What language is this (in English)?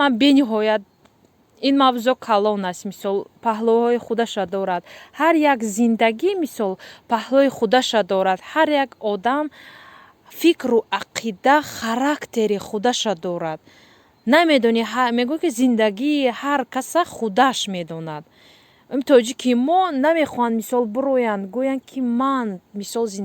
Tajik